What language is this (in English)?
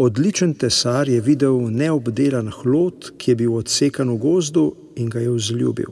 Slovenian